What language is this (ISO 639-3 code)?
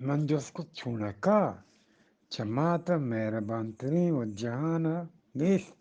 bgp